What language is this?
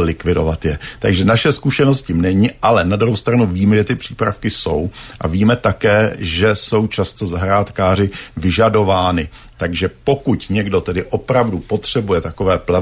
Czech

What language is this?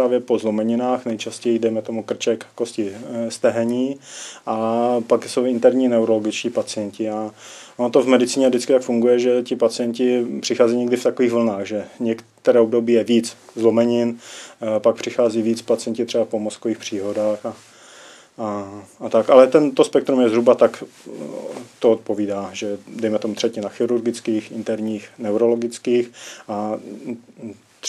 Czech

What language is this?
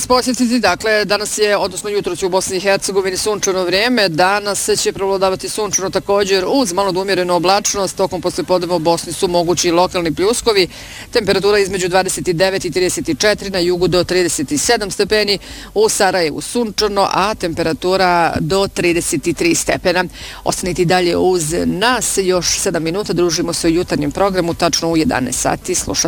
Bosnian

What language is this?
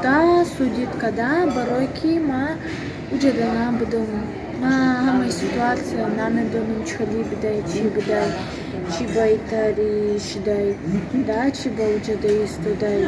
Tajik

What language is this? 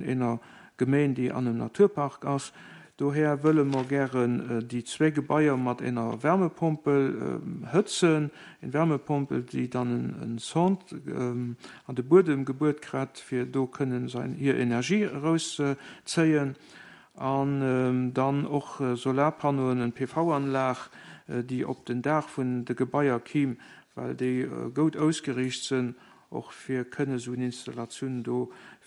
Luxembourgish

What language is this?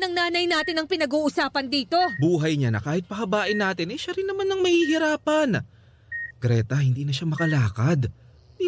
Filipino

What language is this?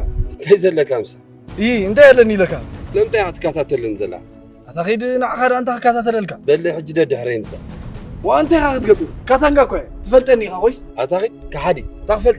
Tigrinya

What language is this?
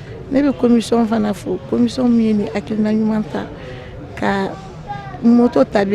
Bambara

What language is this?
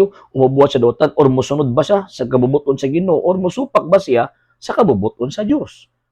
Cebuano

